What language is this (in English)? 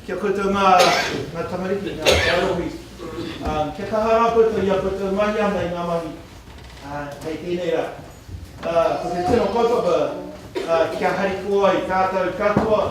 Māori